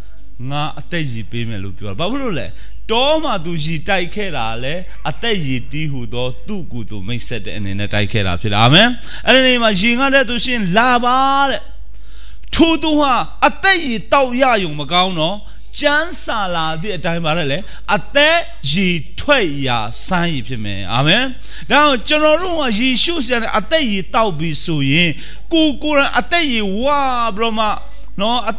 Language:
Burmese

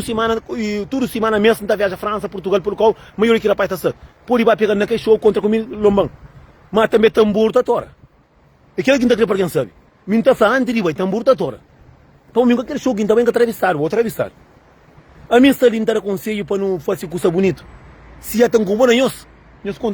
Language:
Kabuverdianu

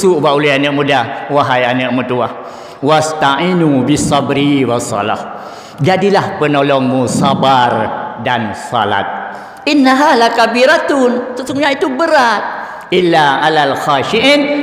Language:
Achinese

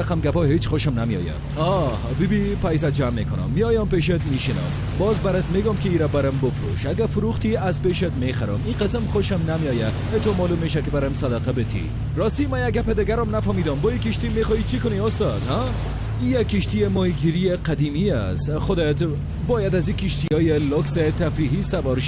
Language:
Tajik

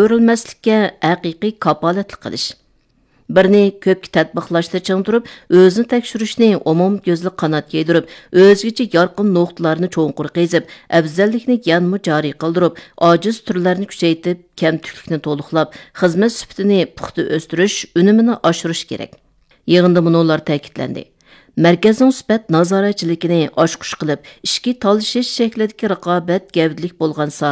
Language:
Uyghur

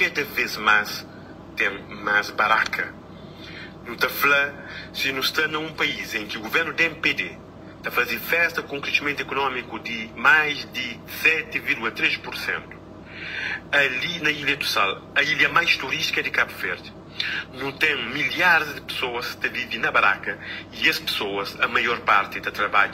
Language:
Kabuverdianu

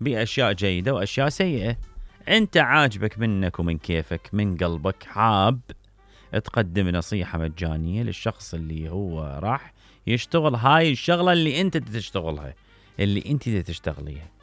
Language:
Mesopotamian Arabic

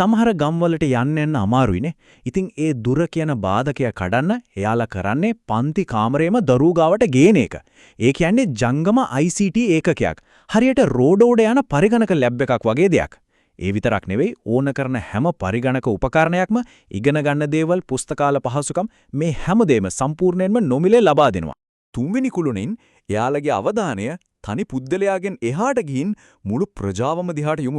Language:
Sinhala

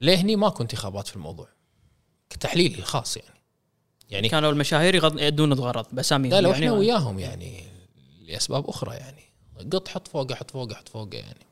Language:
Gulf Arabic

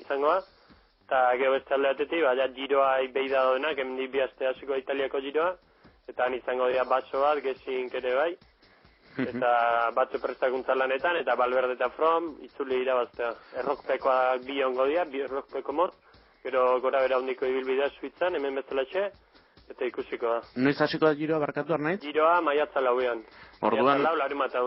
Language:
Basque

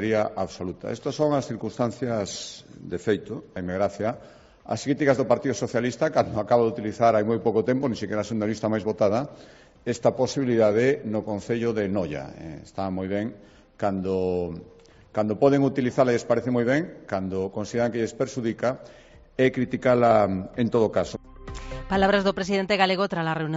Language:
Galician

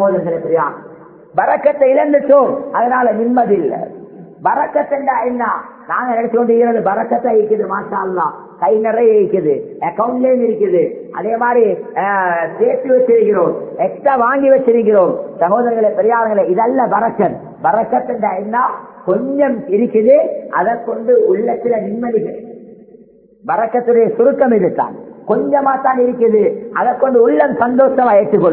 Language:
Tamil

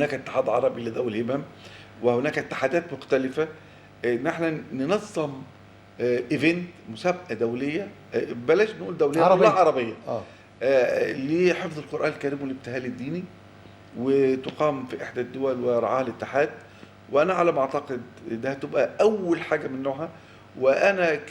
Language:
Egyptian Arabic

